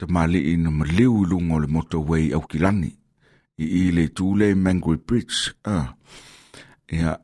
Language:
Samoan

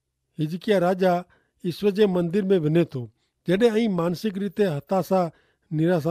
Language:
Kachhi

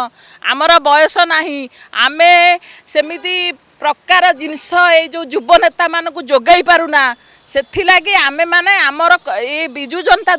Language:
Odia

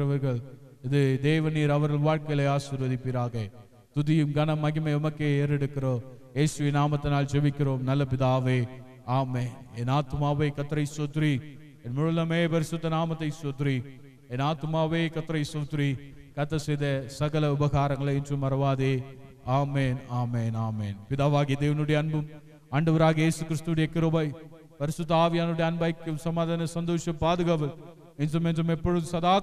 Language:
Tamil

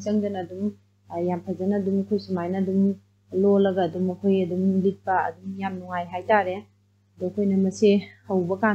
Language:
Manipuri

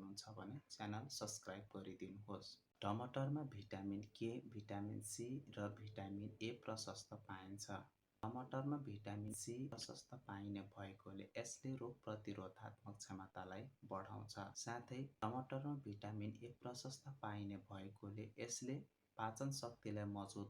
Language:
Nepali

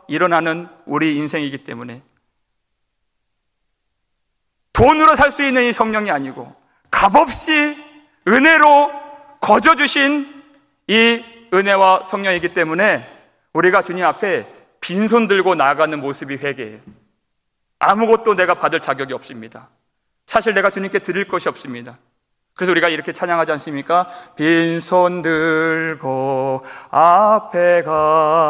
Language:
Korean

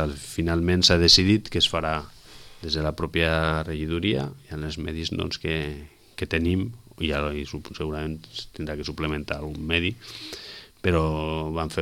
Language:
Catalan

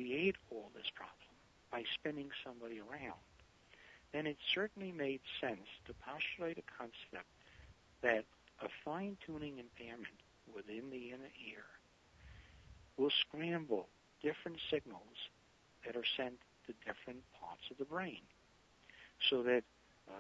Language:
English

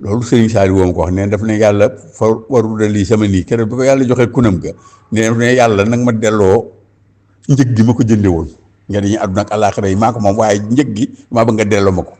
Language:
Wolof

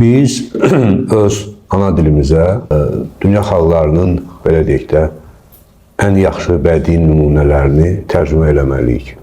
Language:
Azerbaijani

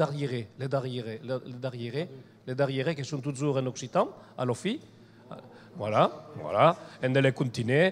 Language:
Occitan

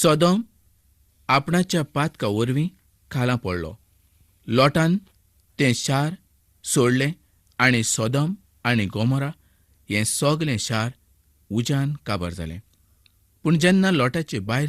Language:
Konkani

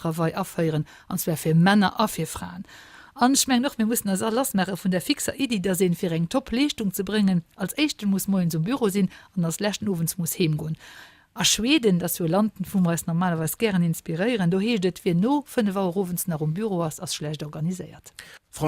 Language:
Luxembourgish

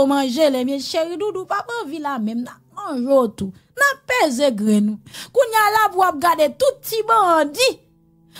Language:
Haitian Creole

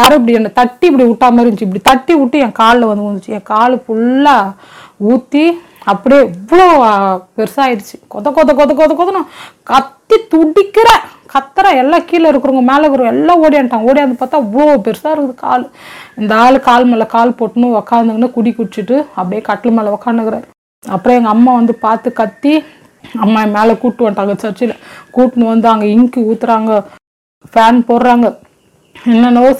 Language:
Tamil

